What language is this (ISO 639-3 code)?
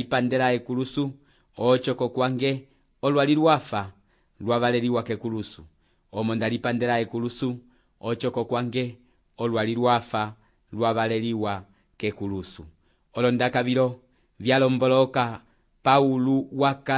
umb